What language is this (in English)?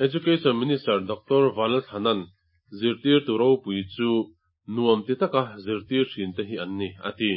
Mizo